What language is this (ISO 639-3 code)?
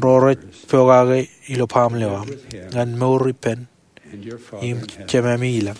mah